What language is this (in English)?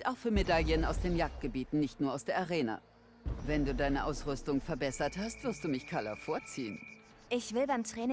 Bavarian